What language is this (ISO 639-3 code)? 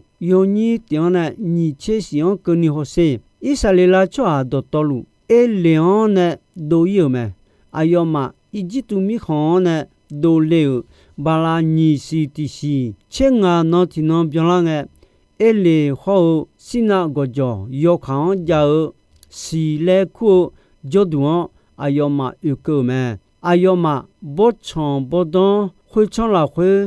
ahk